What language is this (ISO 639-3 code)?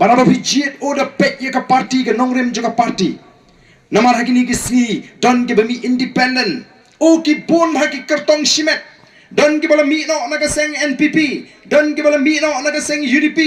kha